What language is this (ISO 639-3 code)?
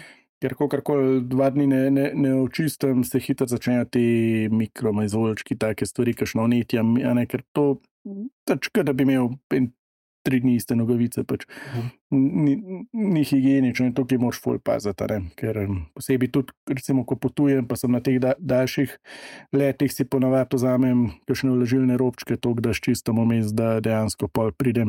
slv